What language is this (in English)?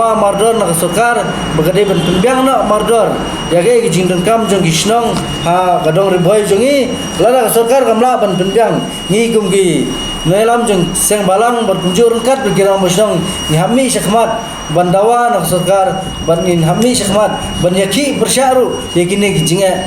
Khasi